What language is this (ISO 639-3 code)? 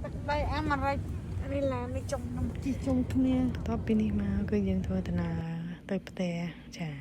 khm